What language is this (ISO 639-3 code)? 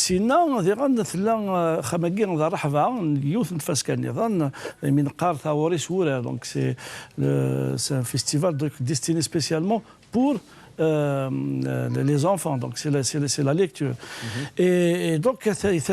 kab